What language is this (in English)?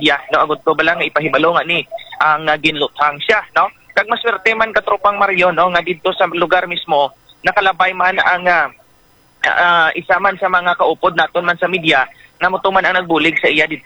Hiligaynon